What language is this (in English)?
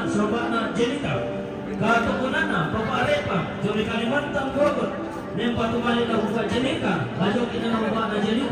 Toraja-Sa'dan